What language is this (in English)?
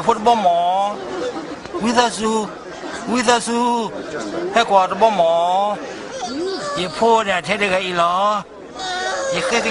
S'gaw Karen